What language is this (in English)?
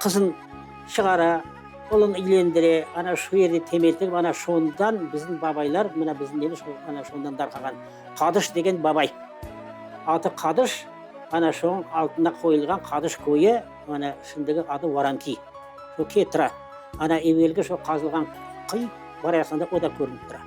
Crimean Tatar